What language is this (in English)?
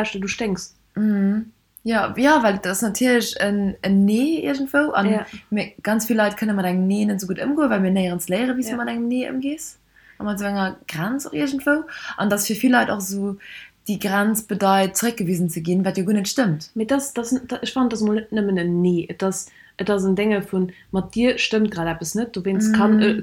Luxembourgish